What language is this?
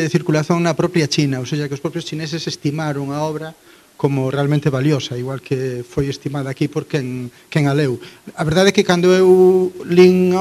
Galician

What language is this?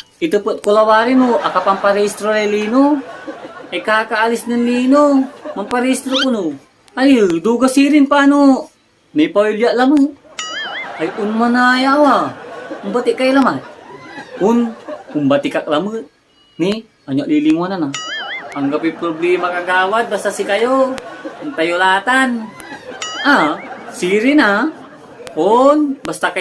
Pangasinan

